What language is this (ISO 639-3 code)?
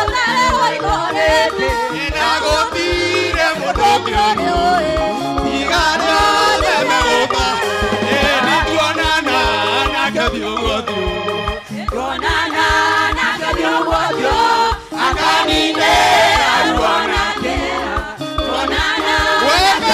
kik